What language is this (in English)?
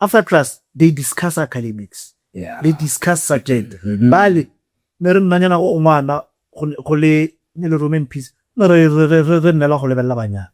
Tswana